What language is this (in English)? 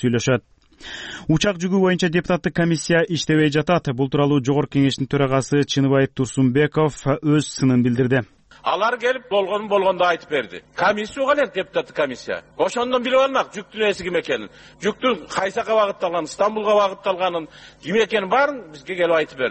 Kyrgyz